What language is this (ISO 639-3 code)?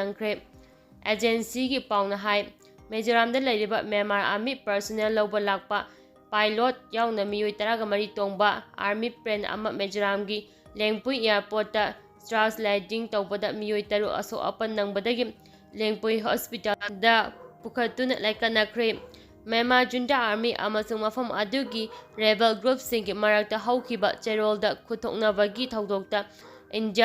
mni